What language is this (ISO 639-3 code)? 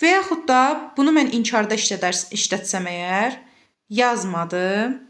aze